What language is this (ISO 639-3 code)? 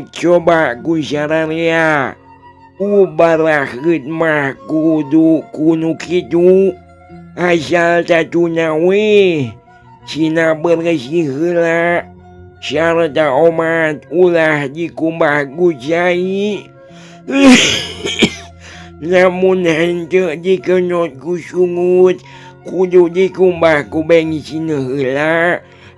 sun